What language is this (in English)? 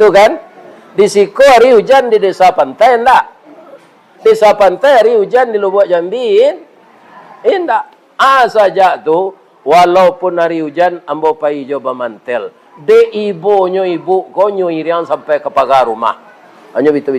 Minangkabau